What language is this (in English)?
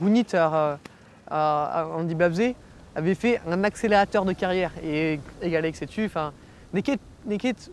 Breton